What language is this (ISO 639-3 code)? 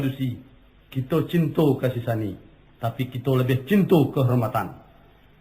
min